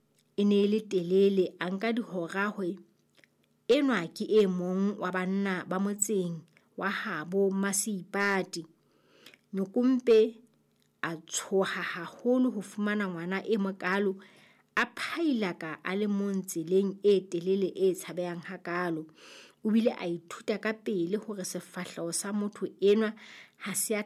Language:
Southern Sotho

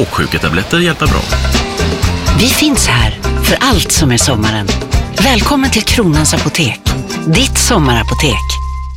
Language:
Swedish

